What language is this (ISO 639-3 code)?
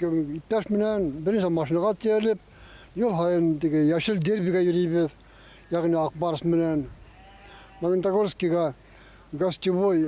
bak